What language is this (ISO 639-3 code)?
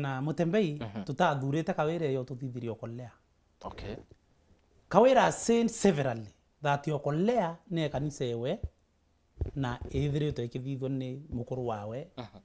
mer